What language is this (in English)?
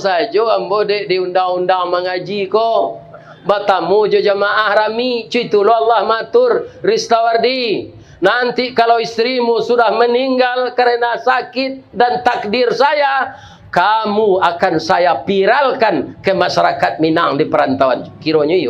Minangkabau